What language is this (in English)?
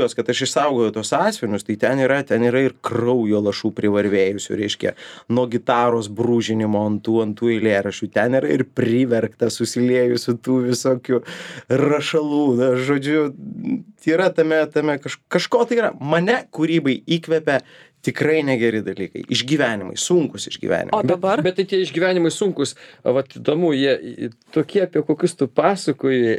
Lithuanian